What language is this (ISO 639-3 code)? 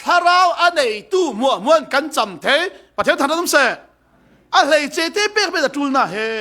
cfm